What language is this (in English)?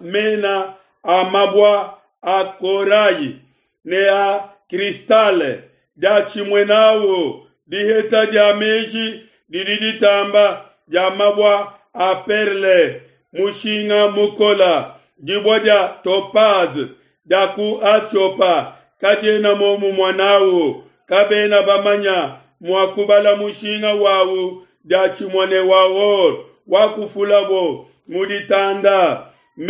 Luba-Lulua